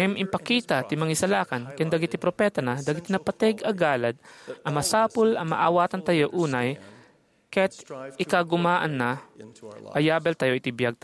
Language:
Iloko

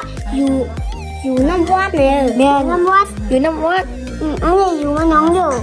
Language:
Shan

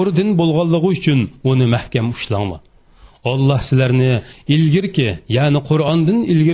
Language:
Uyghur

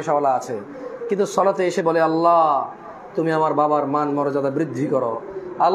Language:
Bangla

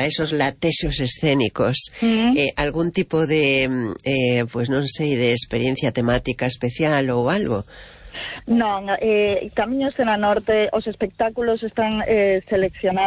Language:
Galician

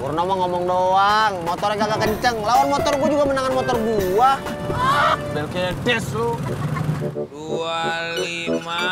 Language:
Betawi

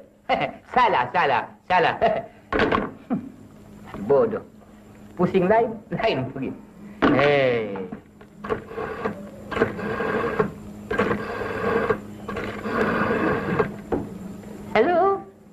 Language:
Malay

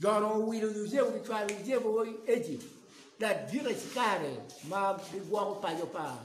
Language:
Acoli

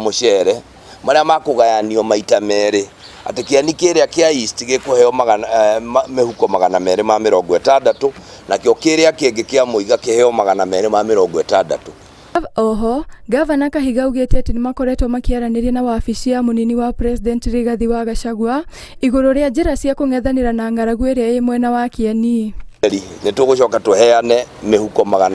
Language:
Kikuyu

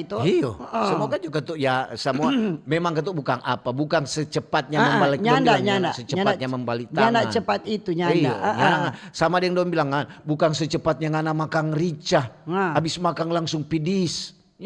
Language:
Manado Malay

